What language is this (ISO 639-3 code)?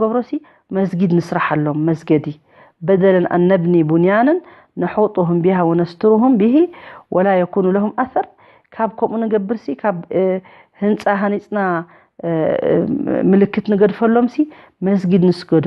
tir